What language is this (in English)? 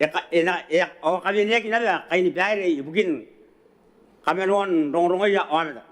Gilbertese